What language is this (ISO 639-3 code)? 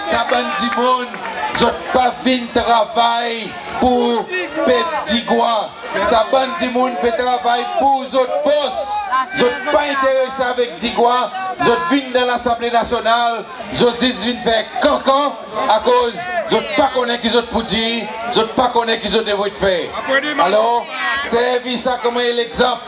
crs